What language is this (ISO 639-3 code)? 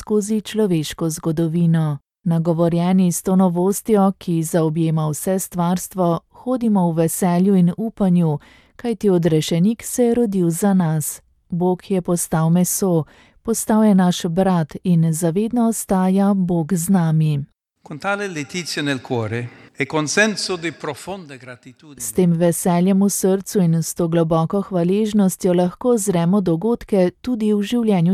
slv